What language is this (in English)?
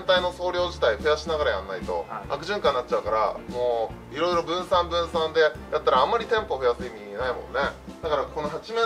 Japanese